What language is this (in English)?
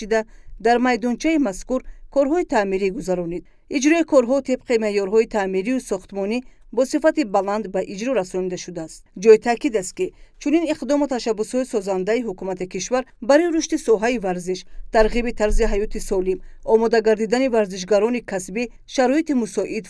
Tajik